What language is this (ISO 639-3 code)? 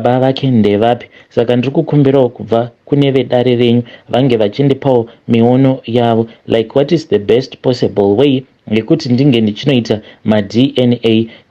sna